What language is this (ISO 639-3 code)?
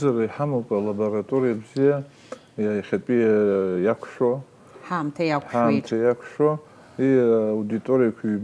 abk